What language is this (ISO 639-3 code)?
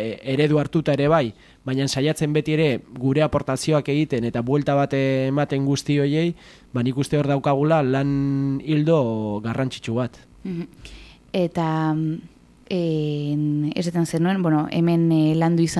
eus